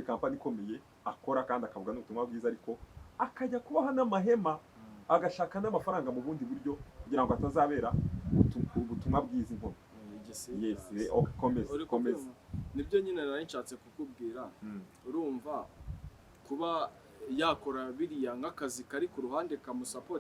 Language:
Kinyarwanda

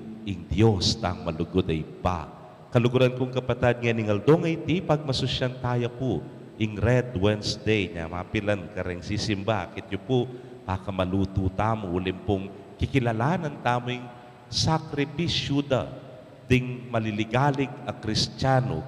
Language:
Pampanga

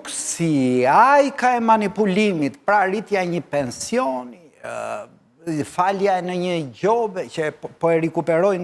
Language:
Albanian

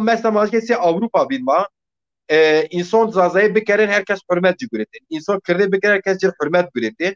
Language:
Zaza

